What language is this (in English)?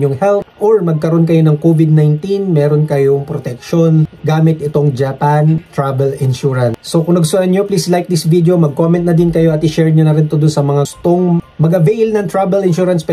Filipino